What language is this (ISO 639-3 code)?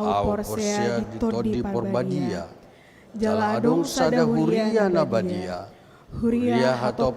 bbc